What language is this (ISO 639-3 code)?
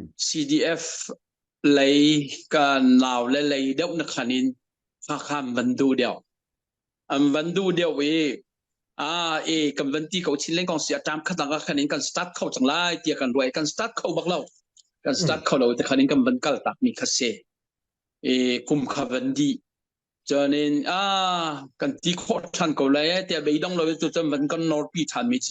cnh